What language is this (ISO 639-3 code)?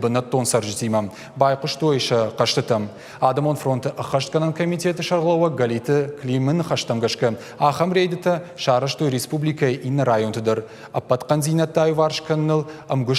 oss